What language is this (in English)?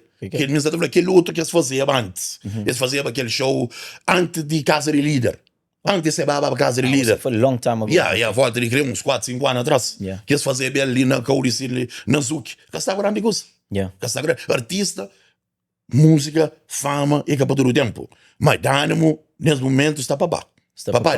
Kabuverdianu